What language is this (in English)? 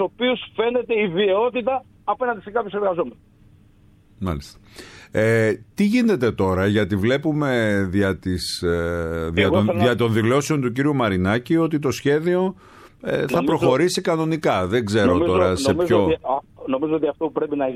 Greek